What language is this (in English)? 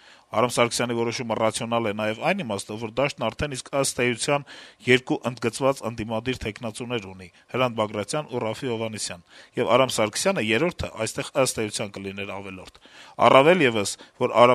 Armenian